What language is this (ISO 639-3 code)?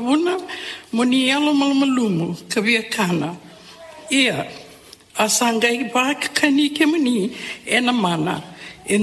fij